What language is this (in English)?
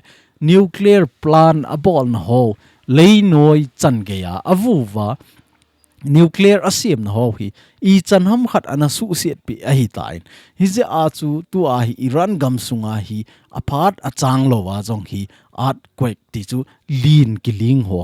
Thado Chin